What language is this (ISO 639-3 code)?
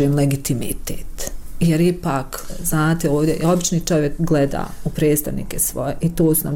bos